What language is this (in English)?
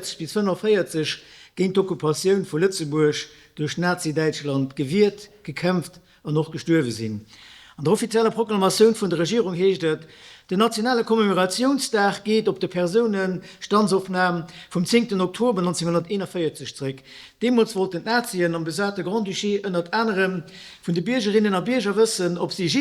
Luxembourgish